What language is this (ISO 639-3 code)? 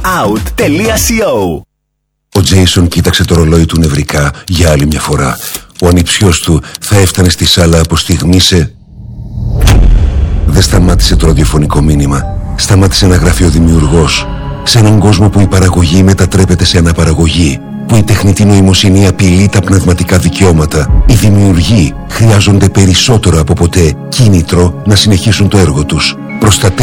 ell